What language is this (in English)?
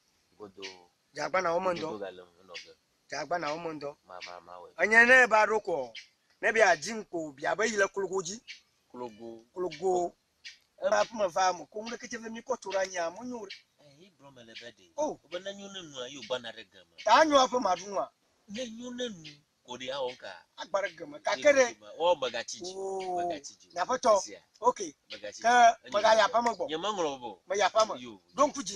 Ewe